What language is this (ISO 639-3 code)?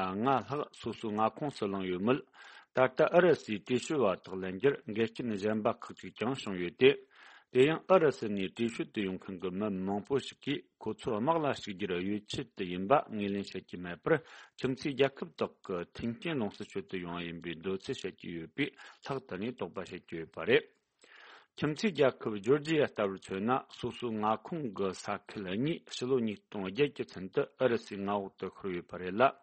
bod